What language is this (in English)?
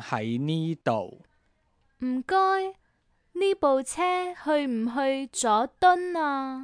Cantonese